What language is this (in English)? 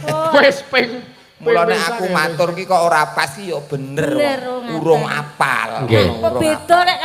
Javanese